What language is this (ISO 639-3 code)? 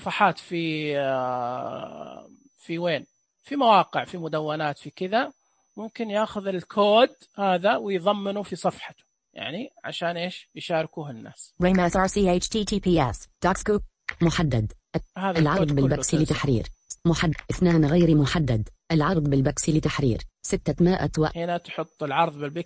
ars